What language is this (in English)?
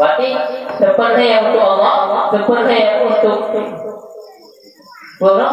Achinese